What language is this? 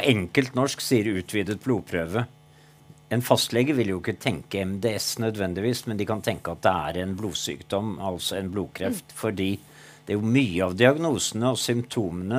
Norwegian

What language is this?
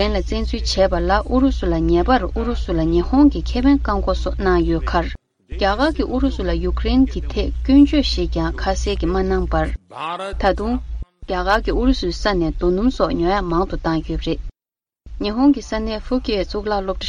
Tibetan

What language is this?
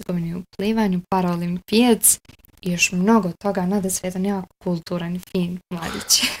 Bosnian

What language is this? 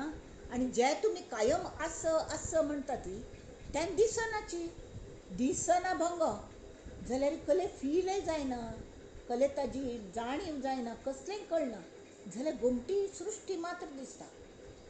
Konkani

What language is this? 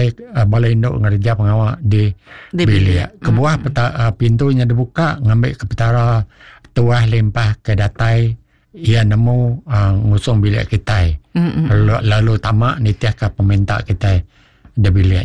Iban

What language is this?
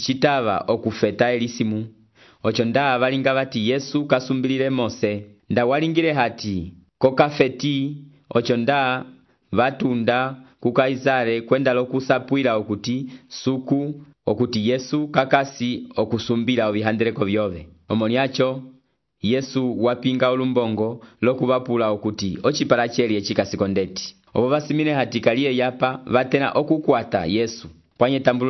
Umbundu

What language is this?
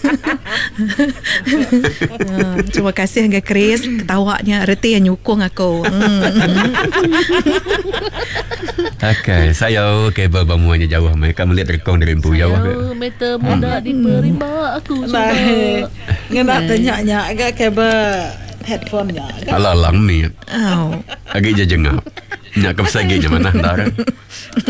Malay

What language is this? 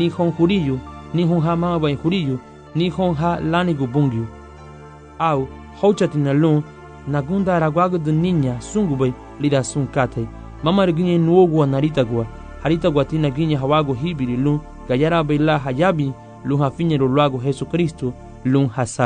Garifuna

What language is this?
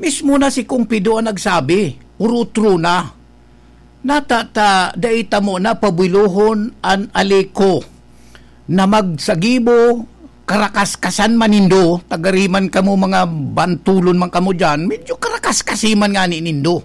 Bikol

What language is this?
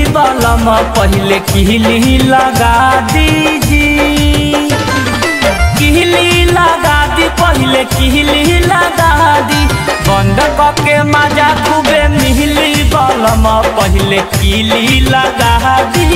Bhojpuri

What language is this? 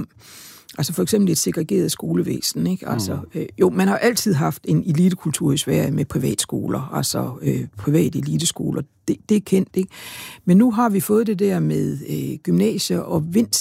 Danish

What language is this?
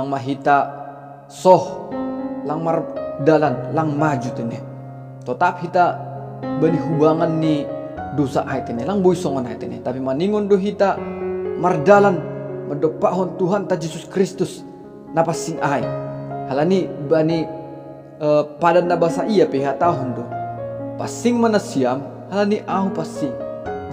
Batak Simalungun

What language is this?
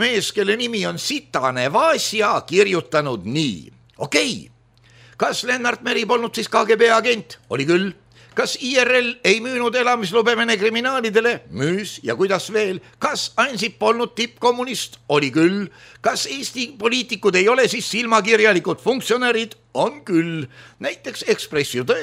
Estonian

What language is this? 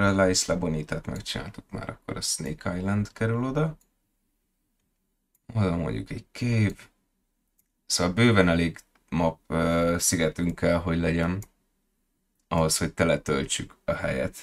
Hungarian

